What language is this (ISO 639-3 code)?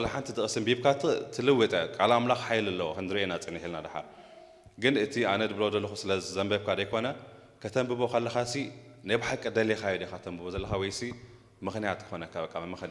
tir